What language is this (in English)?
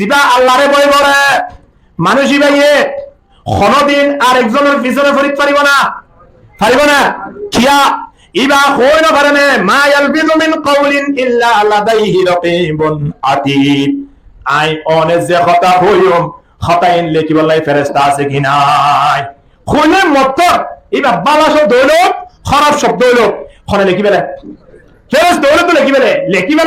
Rohingya